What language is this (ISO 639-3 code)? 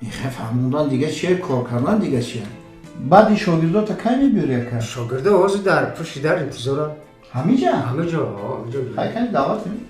tgk